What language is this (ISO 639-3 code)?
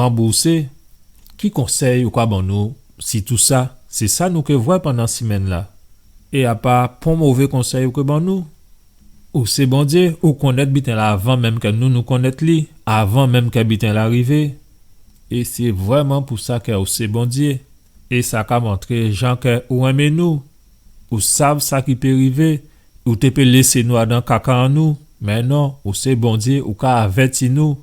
gcf